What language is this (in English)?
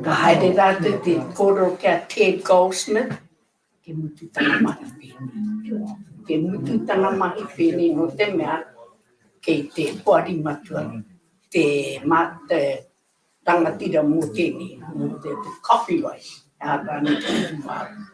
Māori